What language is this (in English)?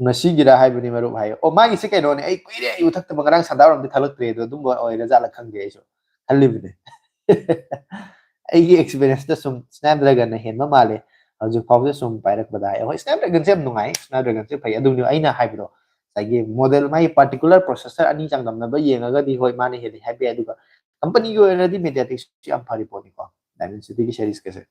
Manipuri